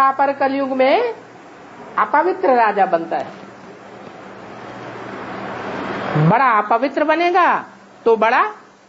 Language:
Hindi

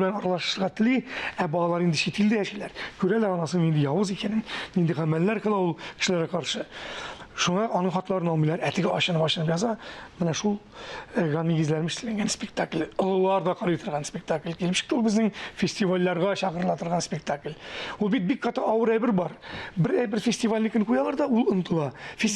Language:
Tatar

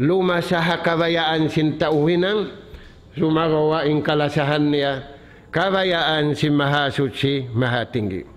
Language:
Tausug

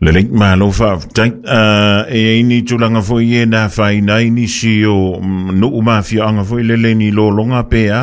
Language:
Samoan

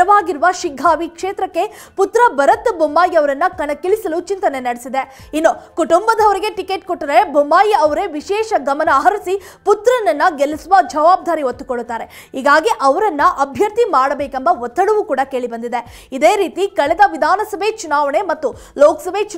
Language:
Kannada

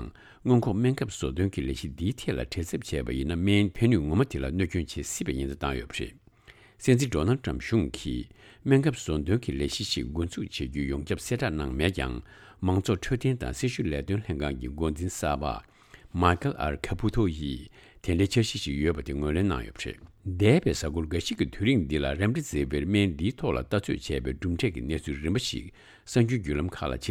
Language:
Tibetan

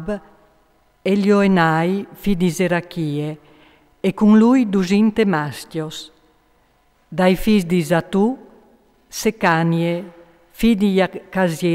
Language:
Friulian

